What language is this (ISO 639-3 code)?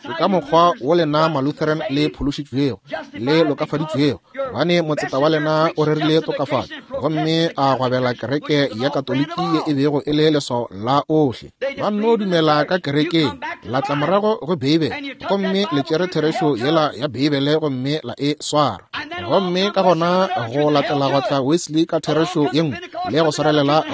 nso